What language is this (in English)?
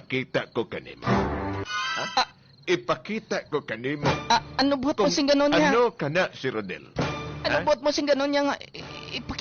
Hiligaynon